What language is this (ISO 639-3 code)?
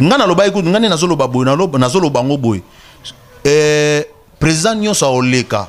lin